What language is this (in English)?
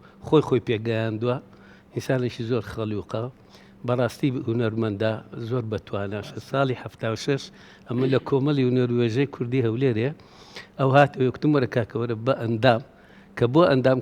Central Kurdish